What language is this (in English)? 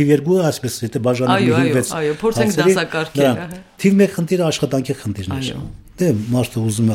Armenian